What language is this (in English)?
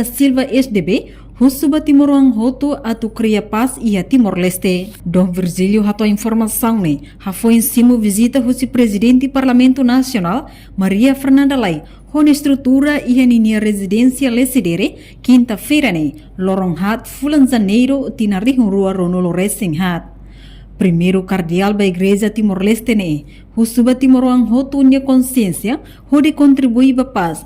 Tetum